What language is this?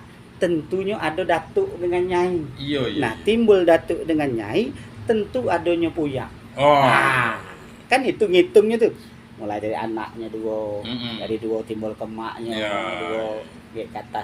Minangkabau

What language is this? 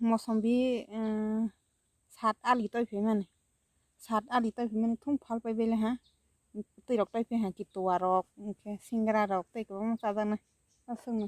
Kok Borok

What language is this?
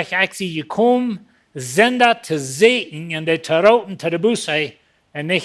Plautdietsch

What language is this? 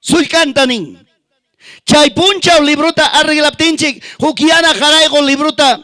Ayacucho Quechua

